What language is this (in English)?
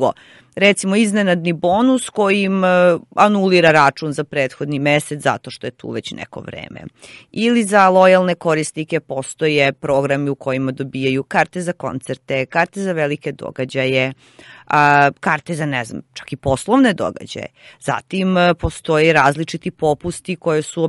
Serbian